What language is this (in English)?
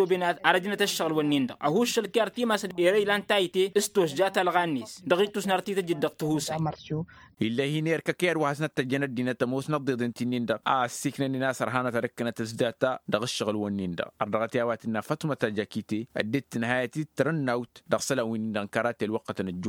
Tamasheq